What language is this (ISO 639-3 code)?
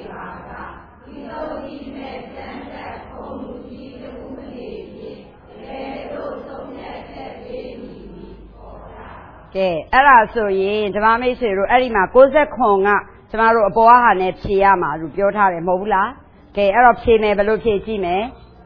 mya